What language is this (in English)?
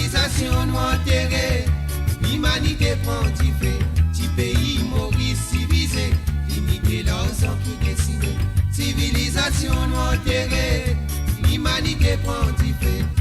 Morisyen